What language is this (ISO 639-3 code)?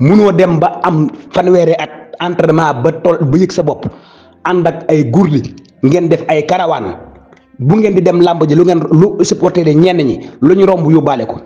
wol